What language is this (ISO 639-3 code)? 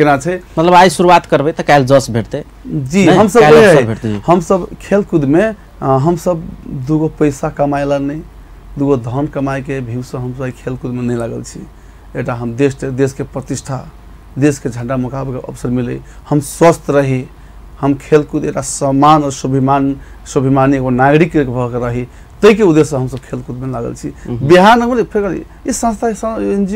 mai